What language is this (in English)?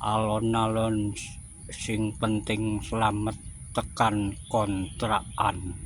Javanese